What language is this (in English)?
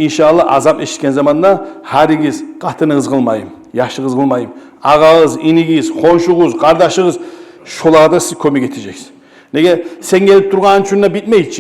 Kumyk